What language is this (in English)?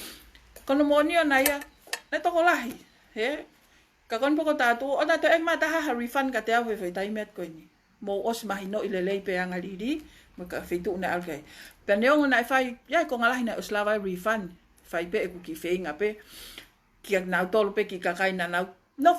Tongan